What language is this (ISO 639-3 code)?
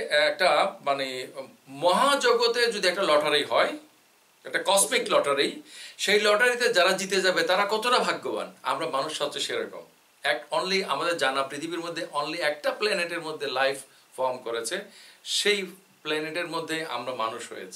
ben